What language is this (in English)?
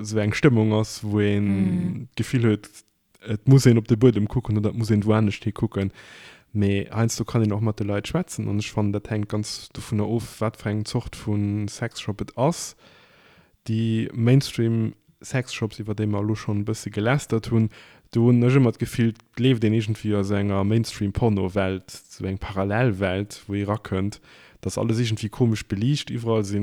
Luxembourgish